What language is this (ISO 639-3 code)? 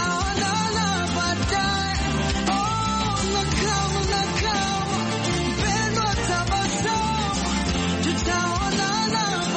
swa